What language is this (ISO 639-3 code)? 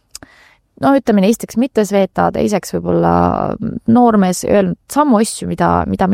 est